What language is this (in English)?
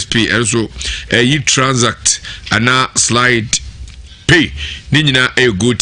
Akan